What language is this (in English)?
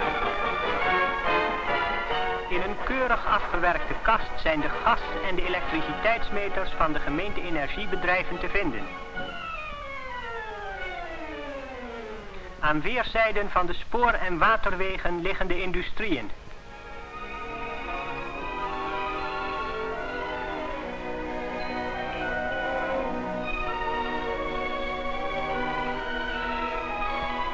Dutch